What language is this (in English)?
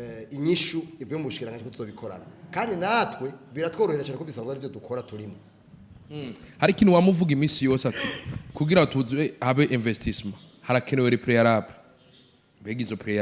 Rundi